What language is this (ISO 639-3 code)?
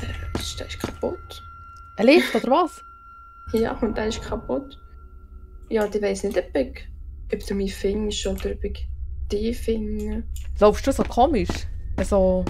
gsw